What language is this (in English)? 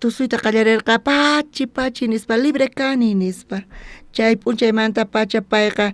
South Bolivian Quechua